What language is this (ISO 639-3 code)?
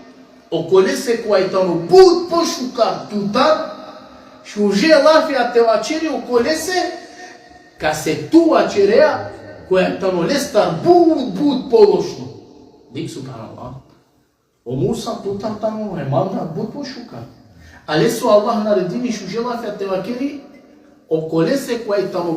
rmn